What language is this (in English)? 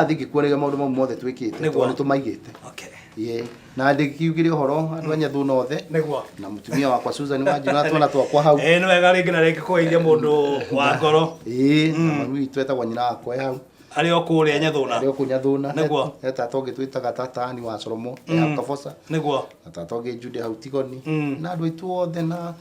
Kikuyu